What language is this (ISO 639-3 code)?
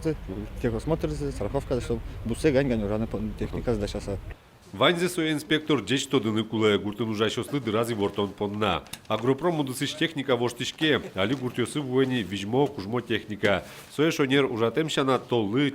udm